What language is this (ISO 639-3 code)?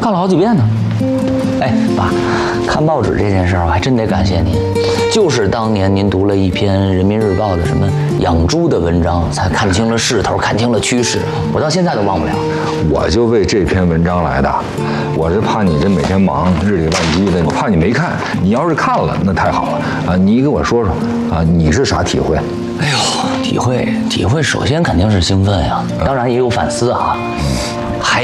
zho